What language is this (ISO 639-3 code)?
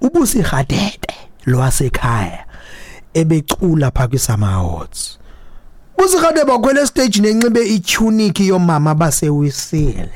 xho